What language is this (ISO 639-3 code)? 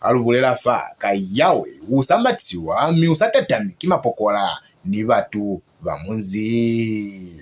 loz